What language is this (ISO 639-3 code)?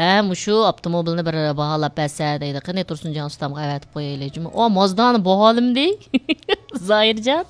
uig